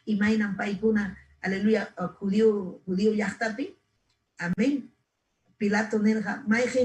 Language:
Ayacucho Quechua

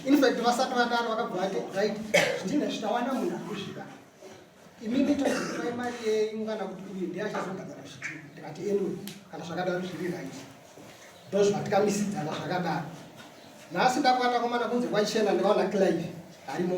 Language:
Shona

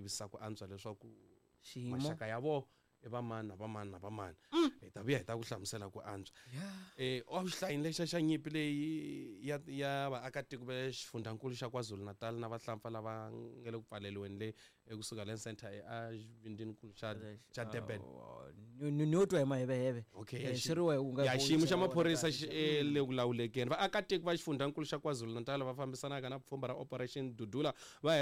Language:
Tsonga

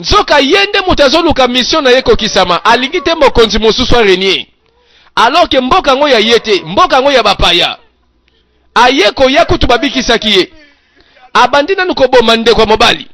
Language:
Lingala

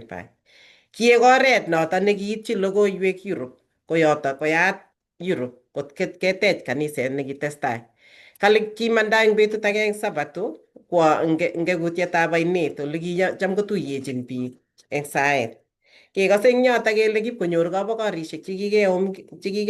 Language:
Kalenjin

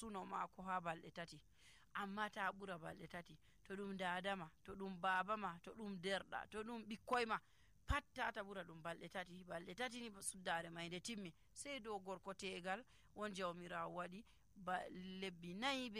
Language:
Nigerian Fulfulde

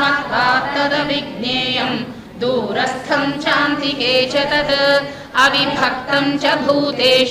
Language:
Sanskrit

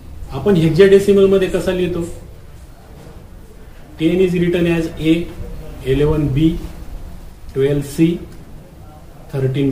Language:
Marathi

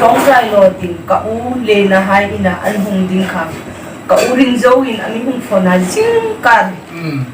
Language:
Hmar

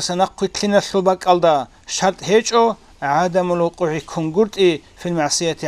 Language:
Avaric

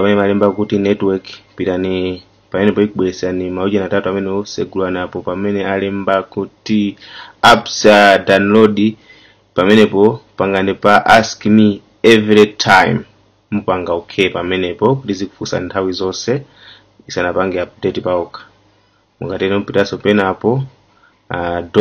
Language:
Nyanja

